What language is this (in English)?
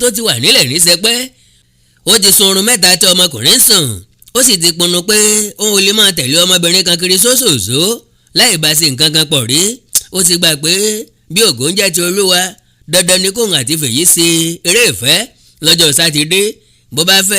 Yoruba